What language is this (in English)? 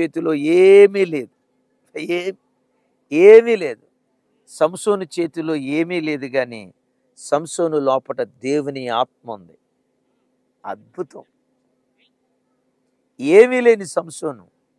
Telugu